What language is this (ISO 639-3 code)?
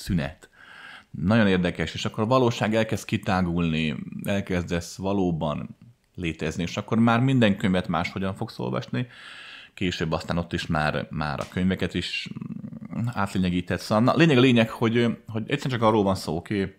hun